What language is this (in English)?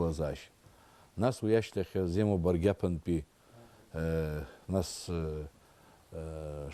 Abkhazian